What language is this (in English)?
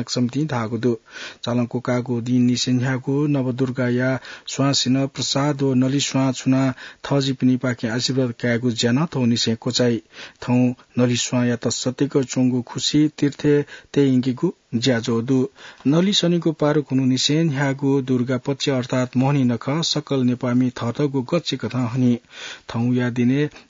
Newari